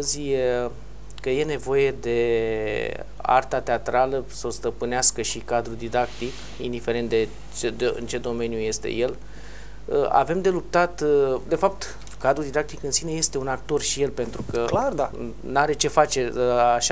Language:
Romanian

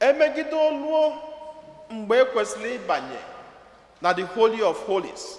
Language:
Igbo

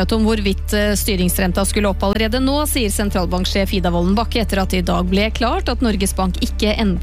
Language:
Norwegian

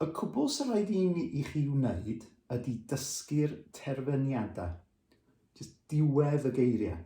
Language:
Welsh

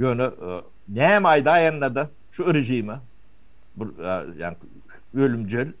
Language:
Turkmen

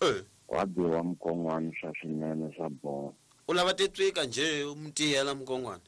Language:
Tsonga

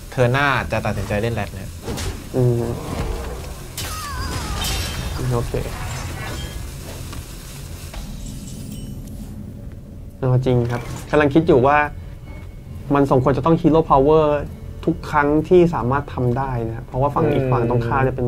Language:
Thai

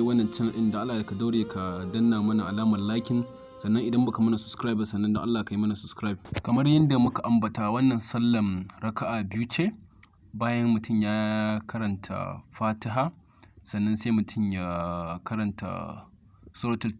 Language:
Hausa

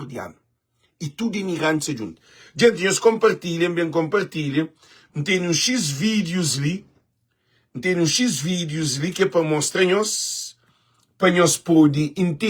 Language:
Kabuverdianu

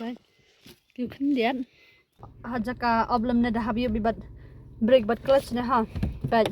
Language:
Khasi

